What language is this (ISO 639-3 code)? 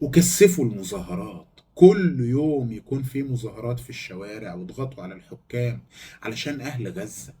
arz